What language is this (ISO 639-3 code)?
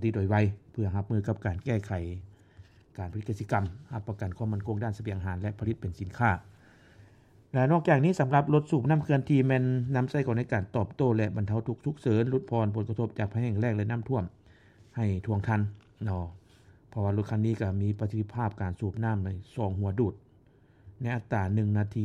lao